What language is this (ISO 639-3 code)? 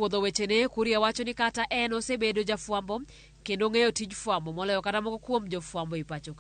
luo